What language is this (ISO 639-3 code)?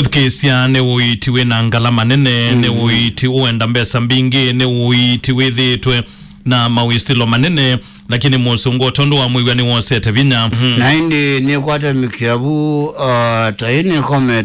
kam